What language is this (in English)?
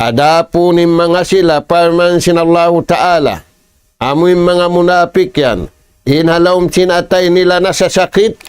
Tausug